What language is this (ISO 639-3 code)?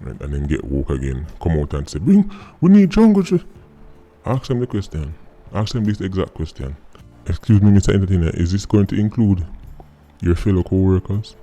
jam